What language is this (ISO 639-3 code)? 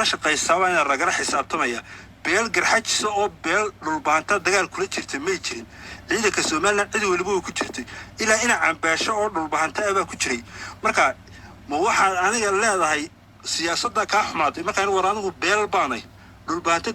som